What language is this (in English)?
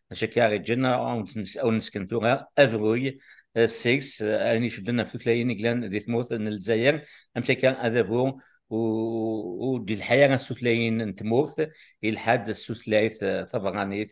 Kabyle